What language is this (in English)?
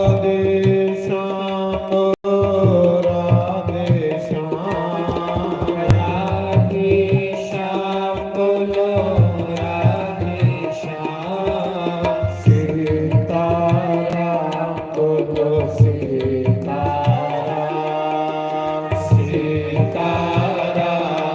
Dogri